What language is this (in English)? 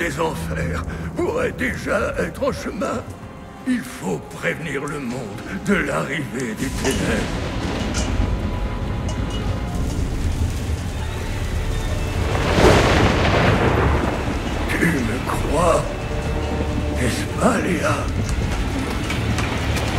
French